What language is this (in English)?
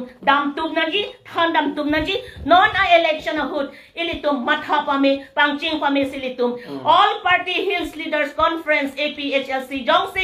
Karbi